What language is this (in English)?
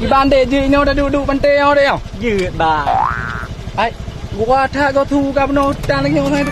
Achinese